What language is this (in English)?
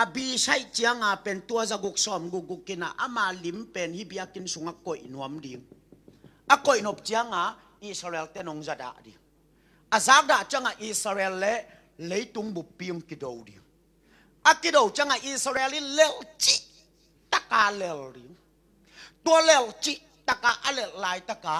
Tedim Chin